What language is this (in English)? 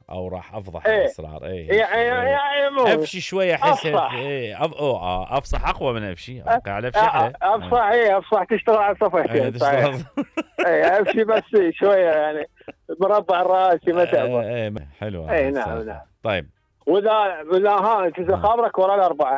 Mesopotamian Arabic